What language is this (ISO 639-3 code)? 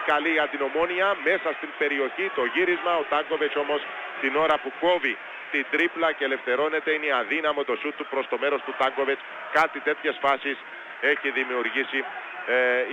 ell